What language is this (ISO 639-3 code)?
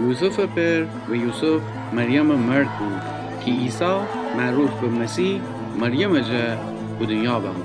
glk